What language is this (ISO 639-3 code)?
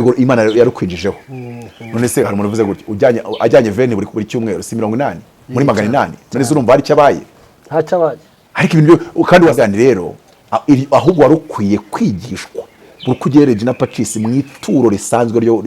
kin